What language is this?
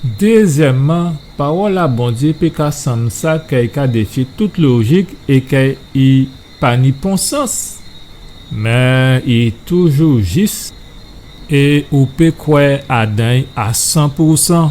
Guadeloupean Creole French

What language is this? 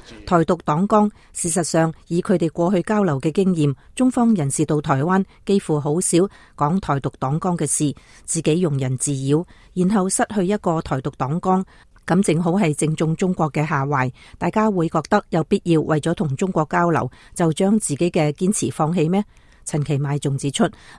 Cantonese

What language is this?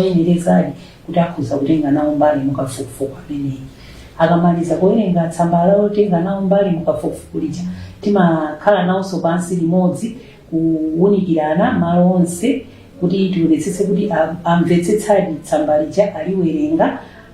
Nyanja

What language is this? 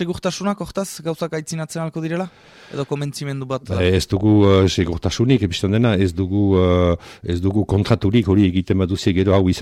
Basque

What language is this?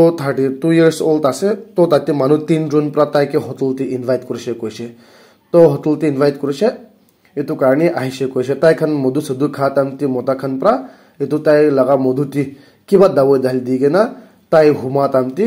Naga Pidgin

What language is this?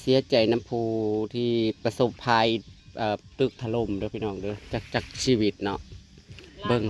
Northeastern Thai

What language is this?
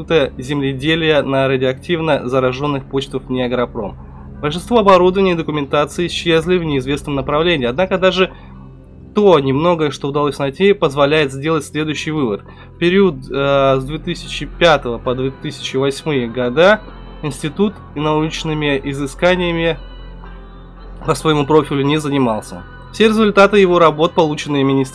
Russian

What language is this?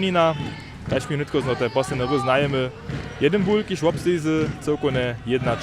Upper Sorbian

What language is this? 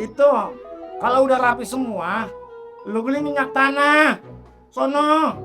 Betawi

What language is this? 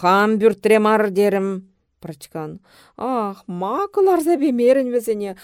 Chuvash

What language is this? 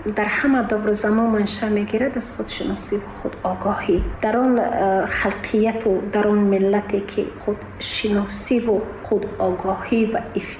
Tajik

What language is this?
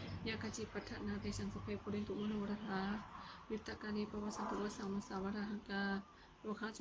Pali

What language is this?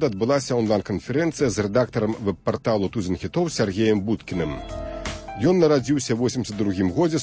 Belarusian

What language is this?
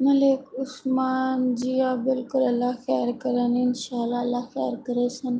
Saraiki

